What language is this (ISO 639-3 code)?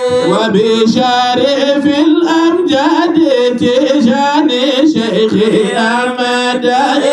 ful